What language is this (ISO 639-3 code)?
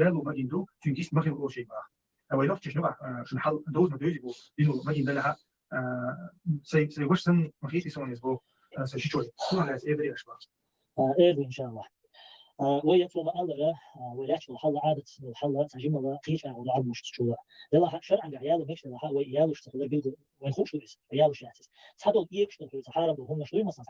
che